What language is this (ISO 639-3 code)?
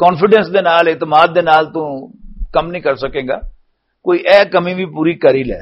lah